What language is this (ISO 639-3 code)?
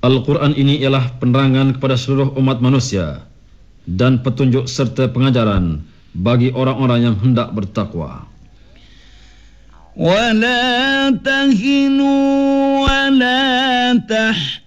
msa